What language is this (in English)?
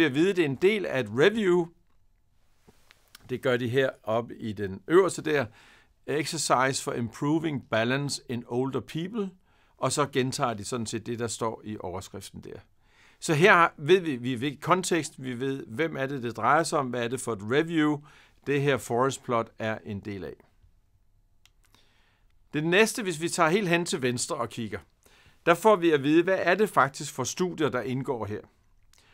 Danish